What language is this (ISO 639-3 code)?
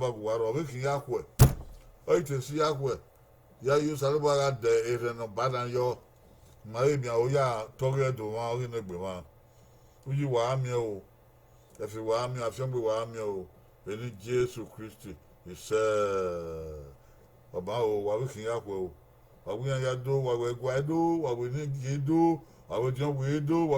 bin